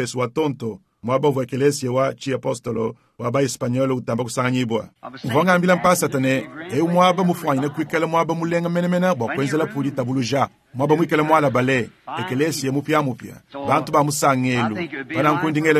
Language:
Luba-Lulua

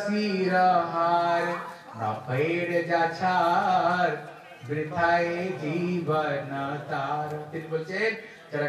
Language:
Bangla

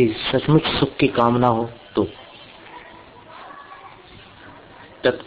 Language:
Hindi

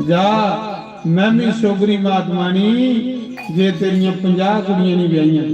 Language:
Dogri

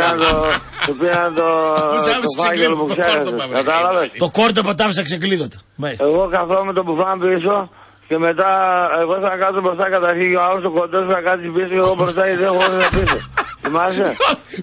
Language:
Greek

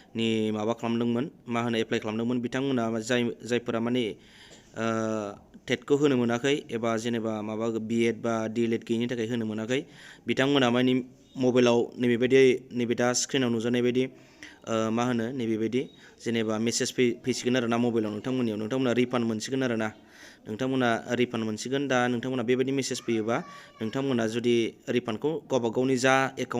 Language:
Bodo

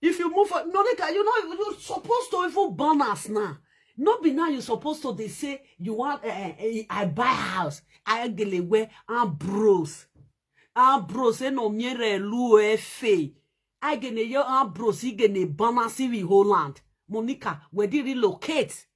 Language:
Nigerian Pidgin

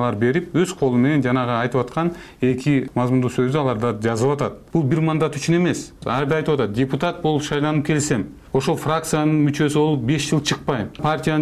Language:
Kyrgyz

